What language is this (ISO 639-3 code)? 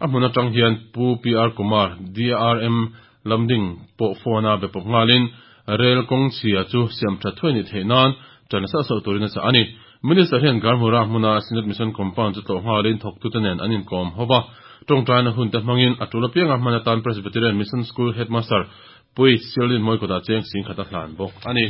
lus